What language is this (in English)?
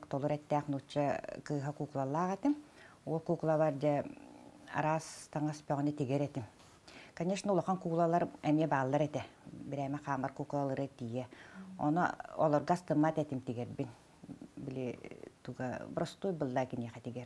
Yakut